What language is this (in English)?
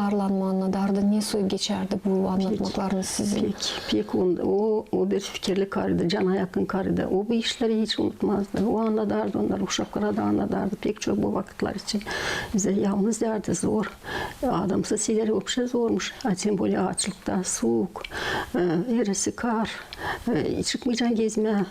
Gagauz